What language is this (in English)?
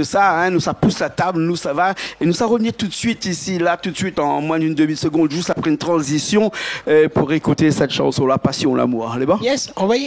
Réunion Creole French